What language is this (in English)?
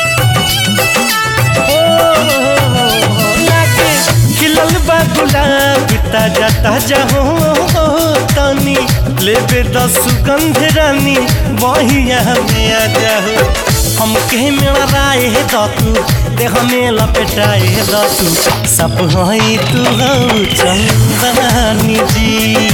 Bhojpuri